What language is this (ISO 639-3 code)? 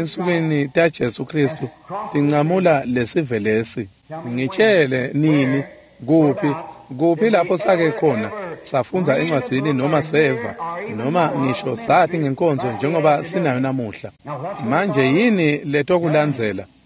ssw